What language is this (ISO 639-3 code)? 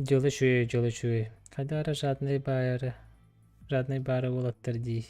sah